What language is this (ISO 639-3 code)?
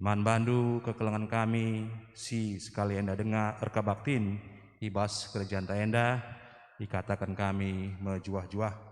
btx